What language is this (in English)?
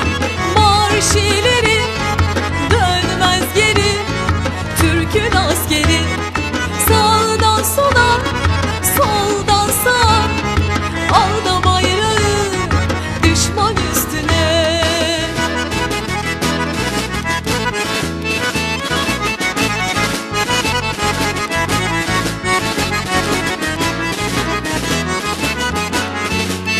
Turkish